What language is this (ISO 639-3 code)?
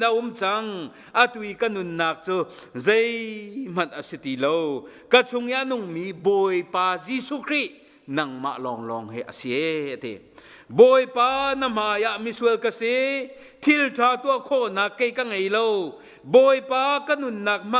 cnh